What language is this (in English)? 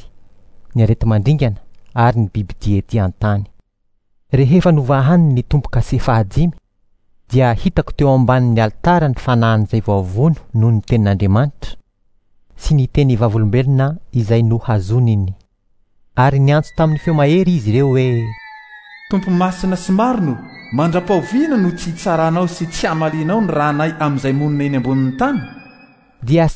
Malagasy